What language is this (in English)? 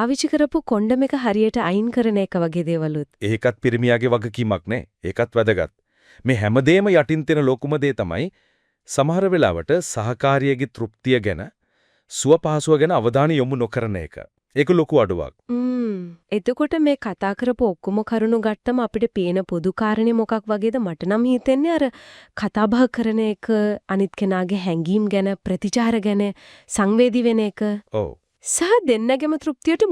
Sinhala